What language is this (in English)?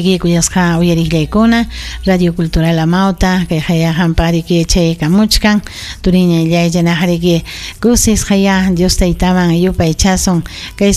Ayacucho Quechua